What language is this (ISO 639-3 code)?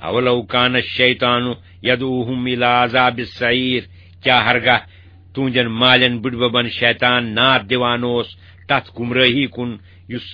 kas